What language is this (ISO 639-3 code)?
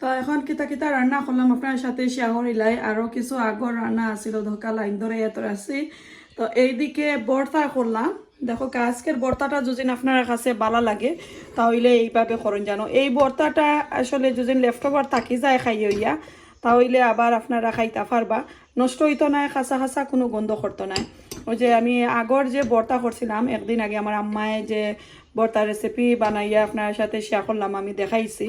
syl